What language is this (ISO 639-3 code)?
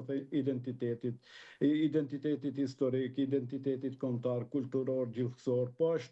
sqi